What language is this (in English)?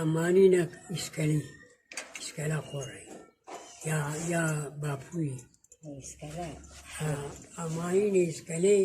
Kurdish